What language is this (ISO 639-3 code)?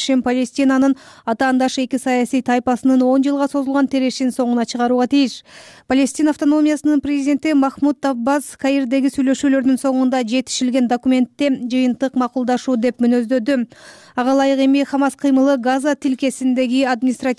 kir